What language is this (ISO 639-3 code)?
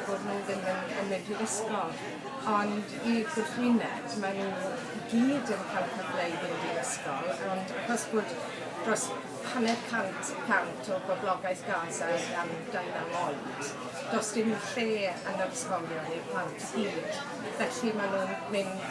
cym